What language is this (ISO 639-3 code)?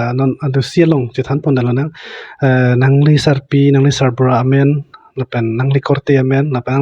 mjw